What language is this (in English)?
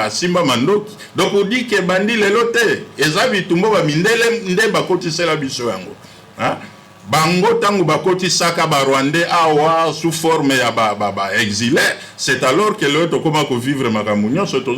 Lingala